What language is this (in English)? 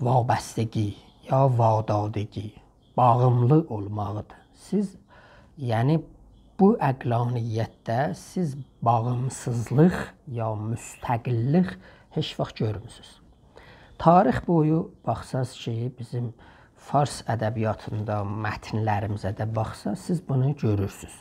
South Azerbaijani